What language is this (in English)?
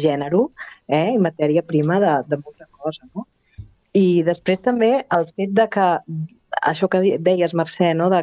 Catalan